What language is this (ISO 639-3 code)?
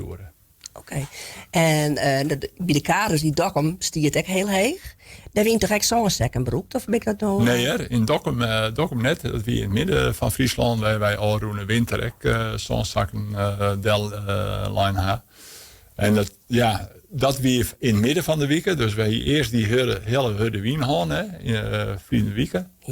fry